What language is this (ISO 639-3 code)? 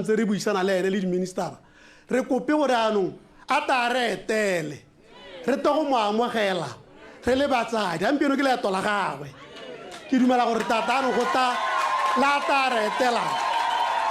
tsn